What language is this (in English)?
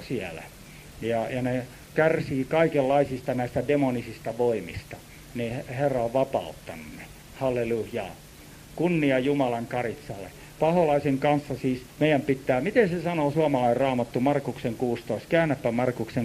Finnish